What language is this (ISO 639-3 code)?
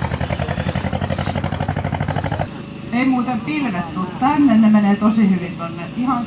fin